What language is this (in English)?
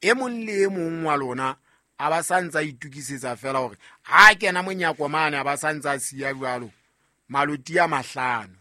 Southern Sotho